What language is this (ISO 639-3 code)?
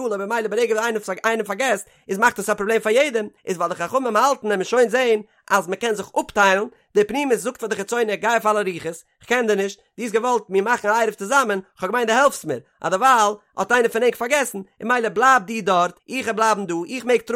yid